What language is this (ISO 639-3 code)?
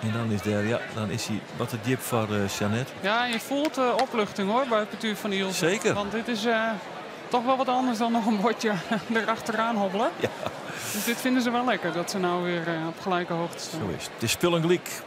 fry